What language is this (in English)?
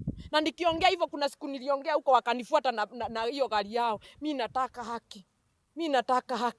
Kamba